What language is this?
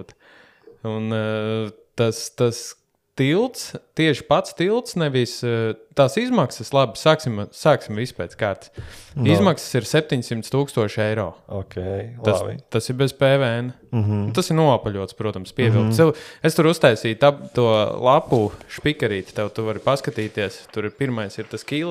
Latvian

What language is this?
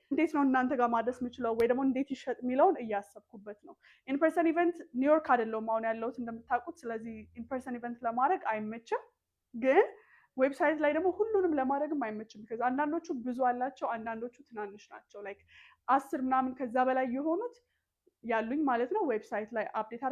Amharic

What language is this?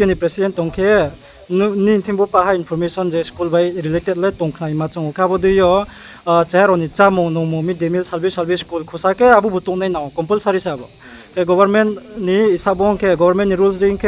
Riang (India)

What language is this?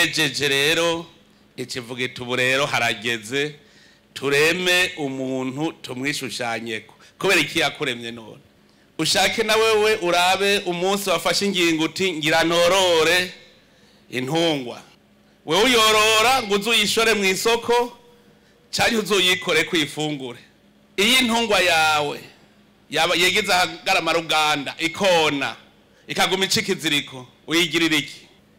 Rundi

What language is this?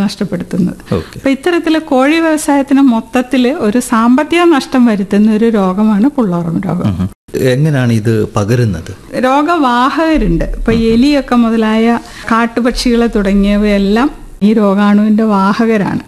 Malayalam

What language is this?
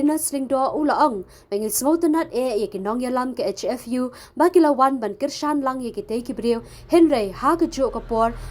Khasi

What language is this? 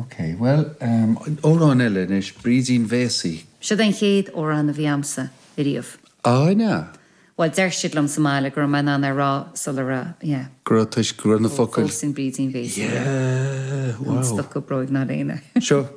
Irish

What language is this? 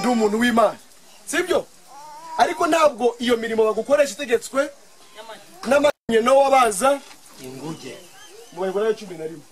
Kinyarwanda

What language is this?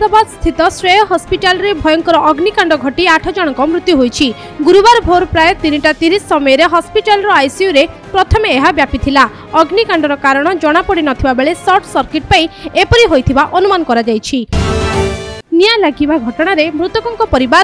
Odia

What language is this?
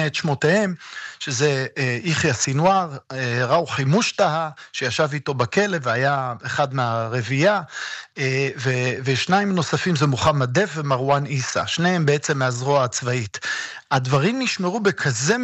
Hebrew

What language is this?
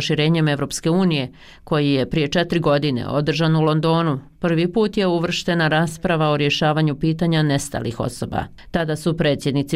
Bosnian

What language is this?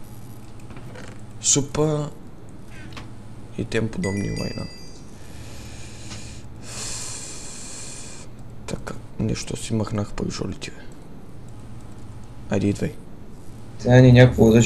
Bulgarian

